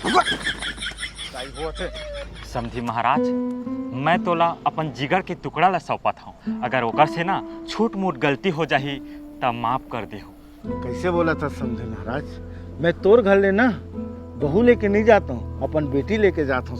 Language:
Chhattisgarhi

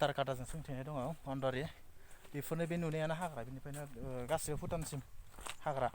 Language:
Bodo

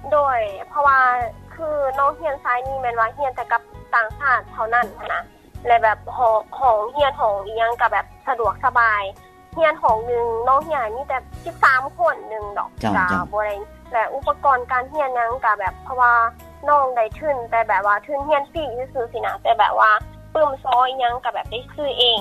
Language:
Lao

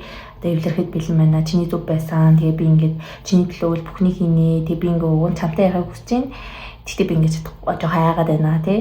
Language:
Mongolian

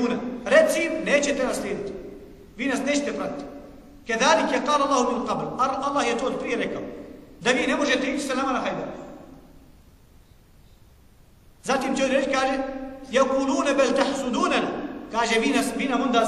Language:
Bosnian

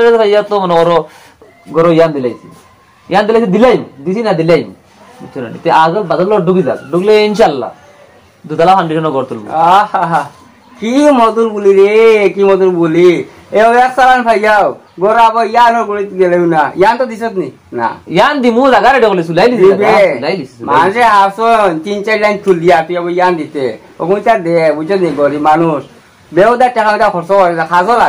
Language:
Sylheti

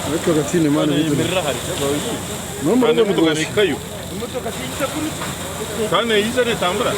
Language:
Nyankole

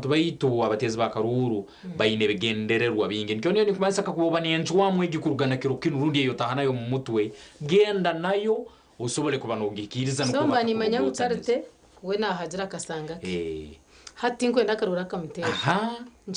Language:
Nyankole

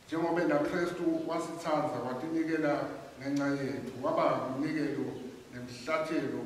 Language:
Swati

